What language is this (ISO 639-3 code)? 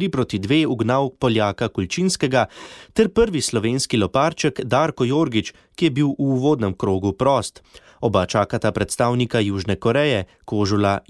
slv